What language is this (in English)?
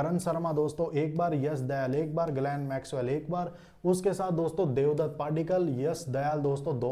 Hindi